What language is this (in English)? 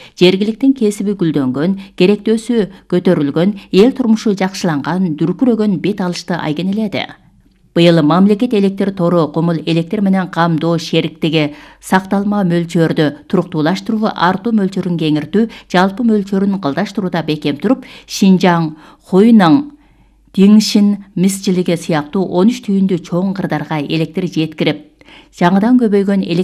Kyrgyz